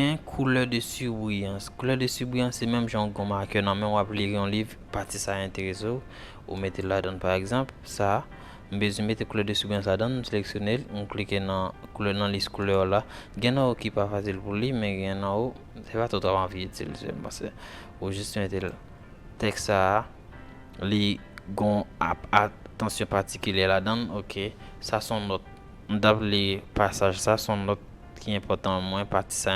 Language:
Haitian Creole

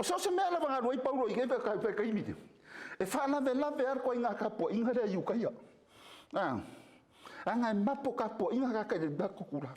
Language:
Samoan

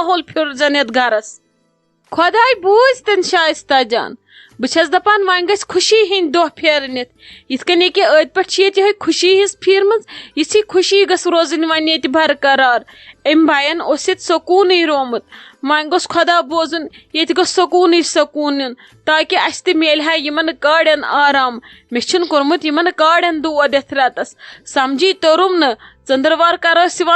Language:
Kashmiri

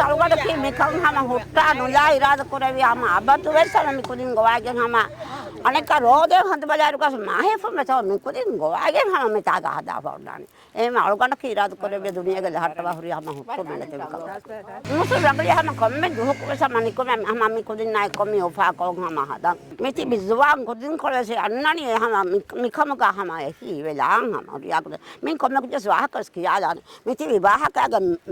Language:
Divehi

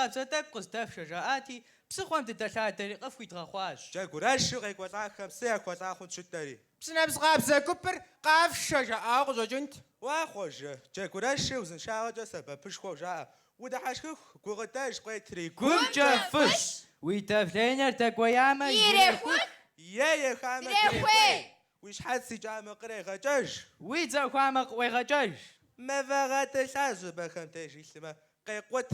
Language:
Kabardian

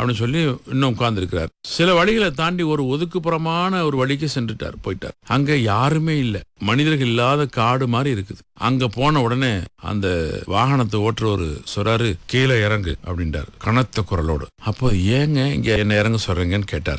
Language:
Tamil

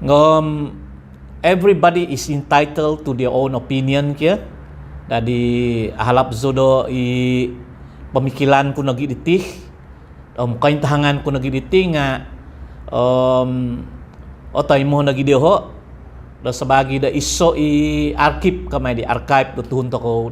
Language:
Central Dusun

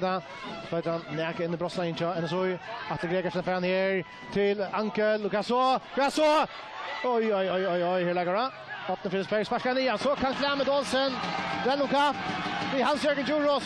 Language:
Faroese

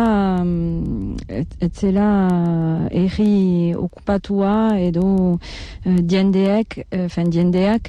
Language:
Basque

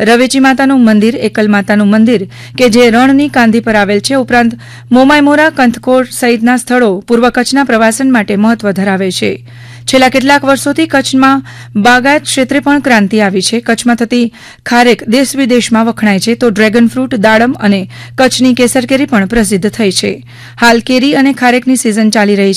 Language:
Gujarati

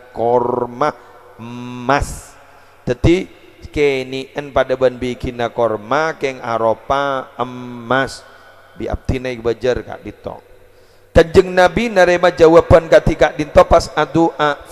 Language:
Madurese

